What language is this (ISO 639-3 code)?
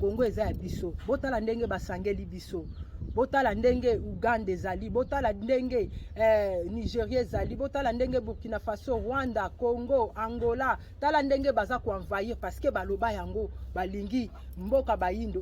lin